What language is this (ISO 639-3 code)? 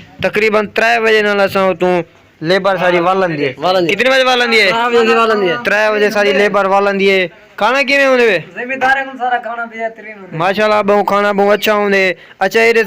skr